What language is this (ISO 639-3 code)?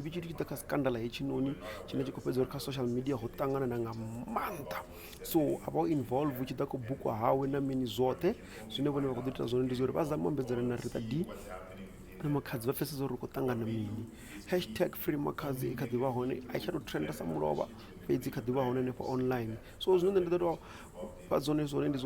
ven